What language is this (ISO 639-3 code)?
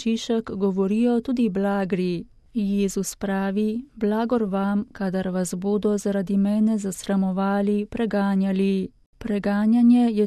slv